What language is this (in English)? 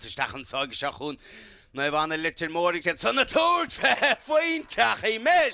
Irish